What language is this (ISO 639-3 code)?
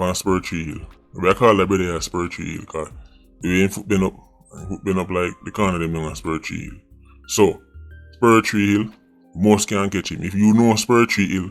jam